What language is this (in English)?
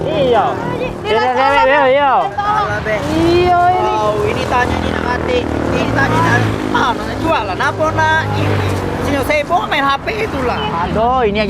Musi